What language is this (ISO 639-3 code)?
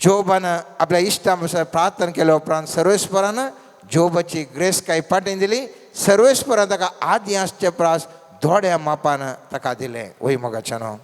kok